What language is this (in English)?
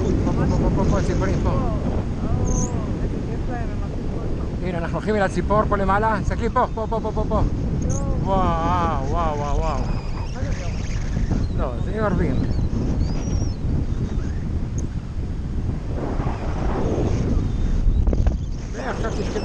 Hebrew